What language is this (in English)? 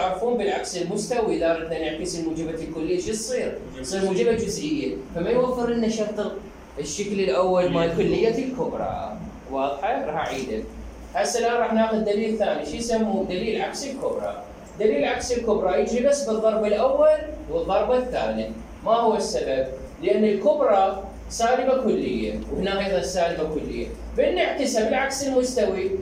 Mesopotamian Arabic